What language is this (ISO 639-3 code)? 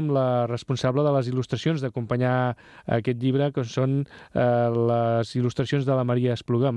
cat